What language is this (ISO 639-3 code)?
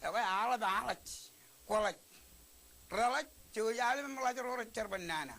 mah